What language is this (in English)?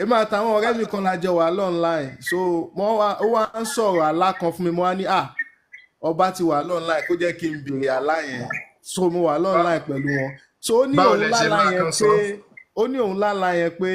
Yoruba